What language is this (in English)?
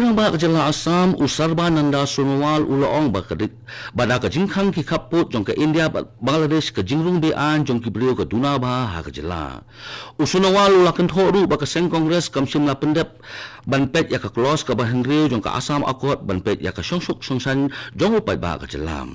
Khasi